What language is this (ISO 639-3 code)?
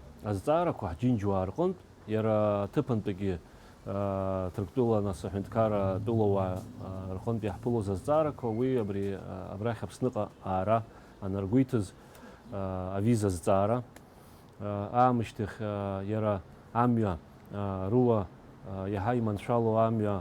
abk